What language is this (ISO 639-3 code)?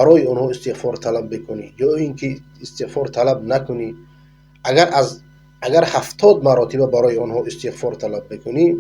fas